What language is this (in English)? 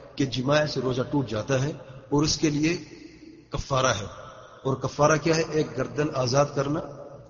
Urdu